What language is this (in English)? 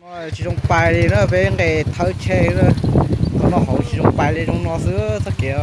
Hmong